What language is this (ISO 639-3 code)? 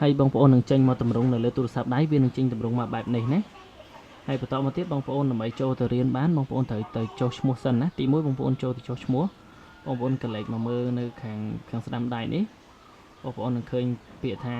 khm